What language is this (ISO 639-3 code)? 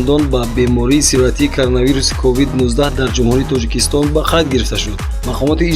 tgk